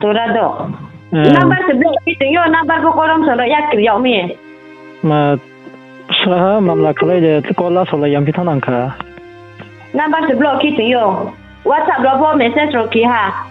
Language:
Riang (India)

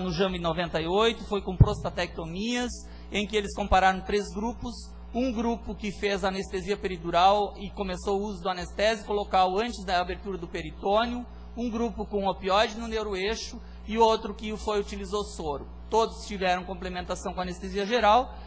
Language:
Portuguese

